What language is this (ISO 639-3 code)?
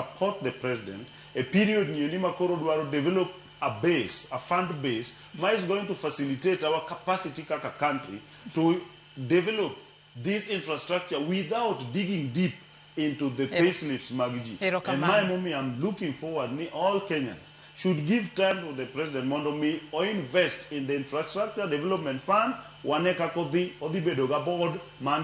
luo